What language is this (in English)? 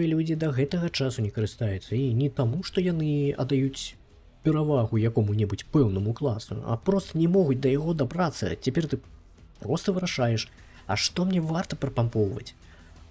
Belarusian